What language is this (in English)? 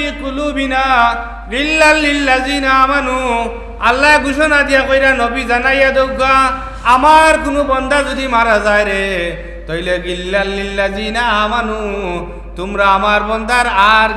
Sylheti